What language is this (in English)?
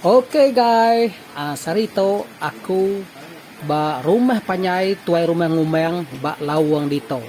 Iban